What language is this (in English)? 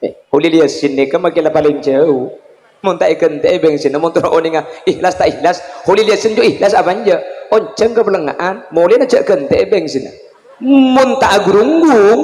Madurese